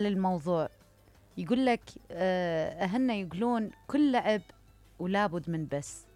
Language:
Mesopotamian Arabic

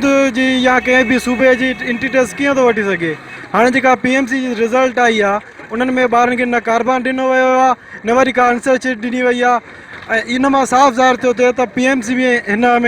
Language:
Sindhi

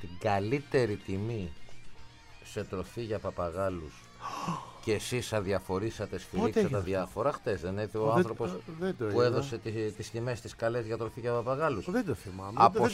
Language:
Greek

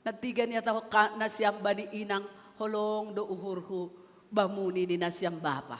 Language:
Batak Simalungun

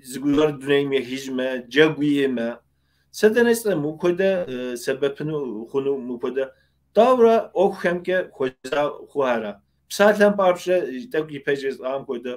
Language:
Kabardian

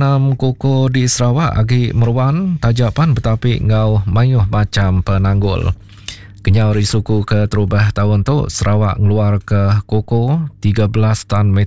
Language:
Iban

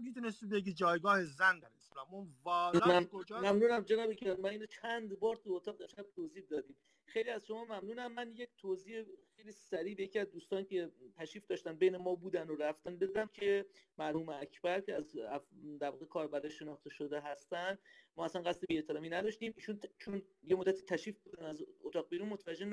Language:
Persian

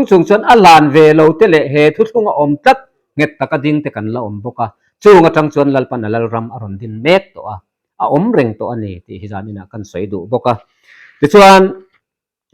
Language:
Mizo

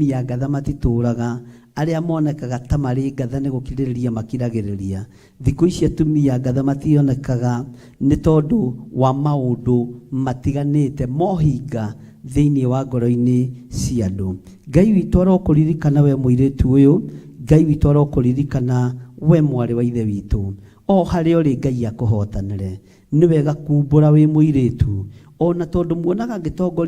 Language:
Kikuyu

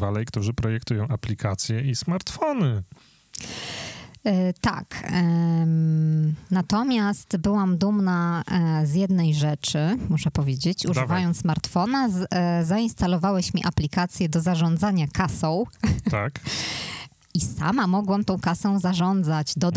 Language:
Polish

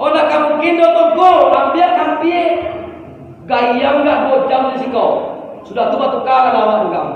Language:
Minangkabau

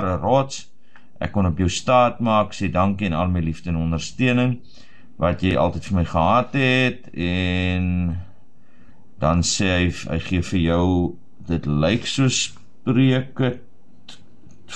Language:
Afrikaans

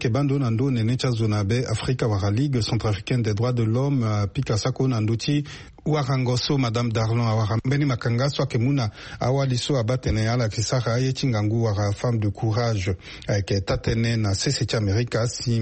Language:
Sango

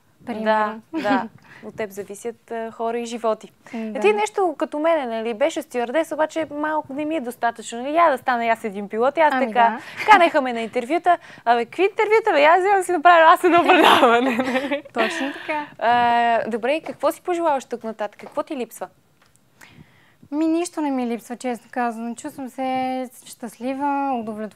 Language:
Bulgarian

